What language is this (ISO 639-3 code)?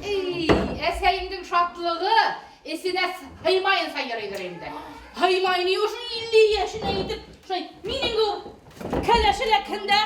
bak